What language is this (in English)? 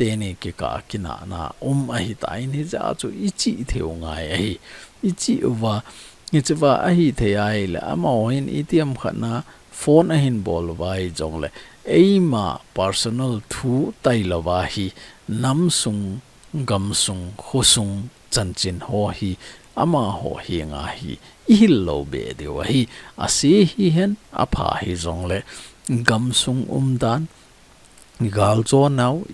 Thado Chin